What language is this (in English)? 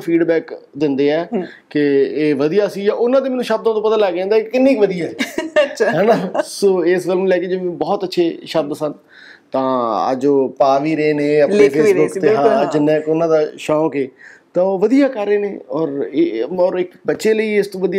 Punjabi